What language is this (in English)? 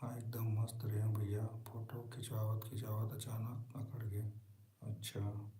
Chhattisgarhi